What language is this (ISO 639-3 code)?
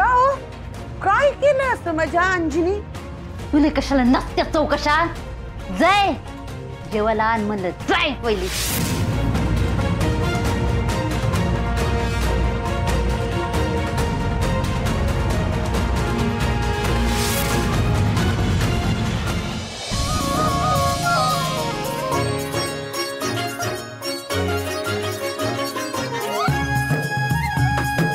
mar